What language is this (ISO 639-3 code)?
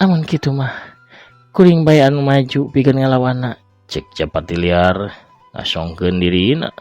sun